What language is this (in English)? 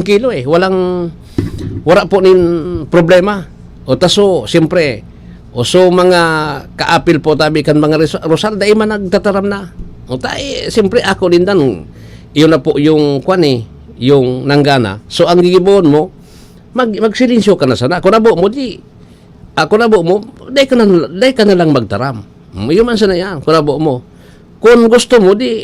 Bikol